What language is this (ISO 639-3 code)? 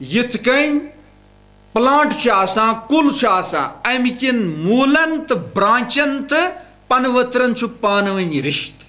kas